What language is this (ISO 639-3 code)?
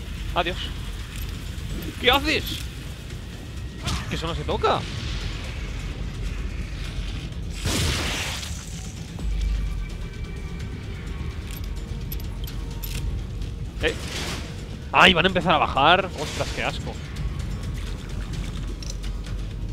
spa